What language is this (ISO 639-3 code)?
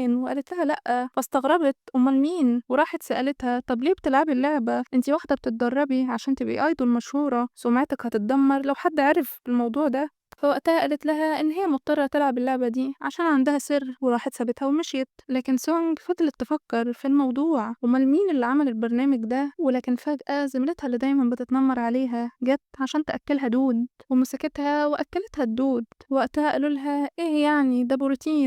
arz